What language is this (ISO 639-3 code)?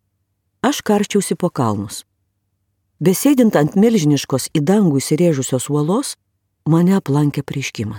lit